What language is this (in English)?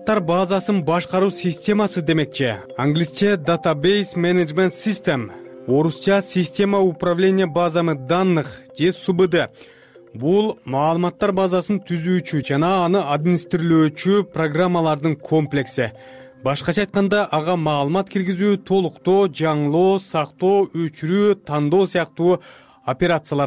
Kyrgyz